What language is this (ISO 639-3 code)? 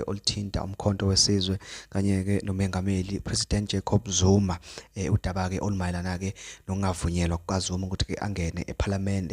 zul